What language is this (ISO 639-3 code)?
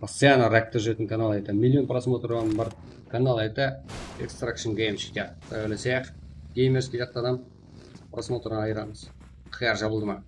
kaa